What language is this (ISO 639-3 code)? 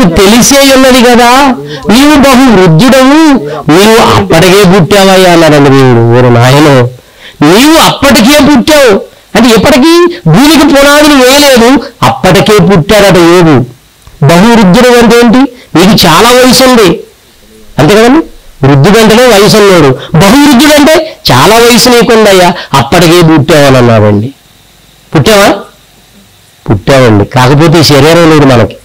tel